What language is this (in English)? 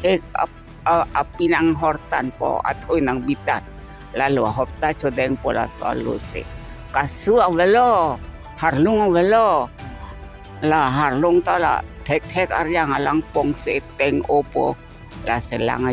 Karbi